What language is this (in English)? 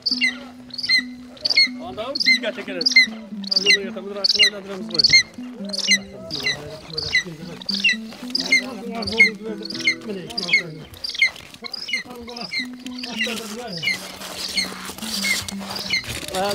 Kazakh